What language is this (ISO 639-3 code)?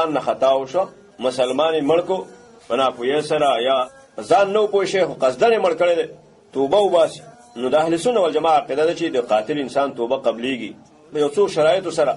pus